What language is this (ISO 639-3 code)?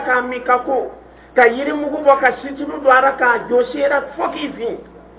dyu